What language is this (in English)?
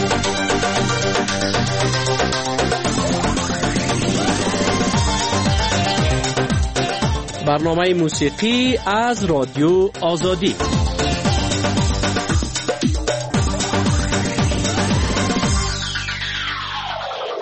Persian